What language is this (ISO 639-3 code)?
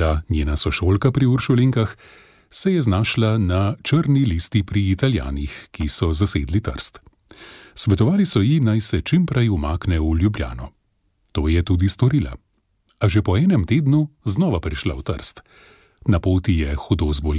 slv